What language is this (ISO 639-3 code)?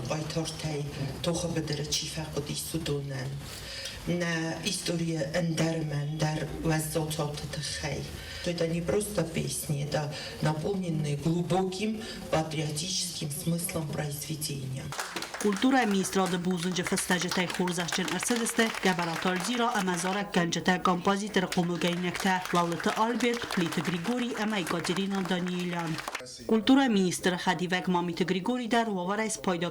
oss